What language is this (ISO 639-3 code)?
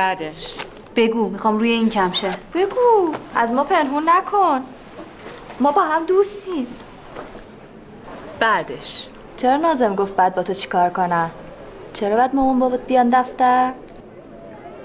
fas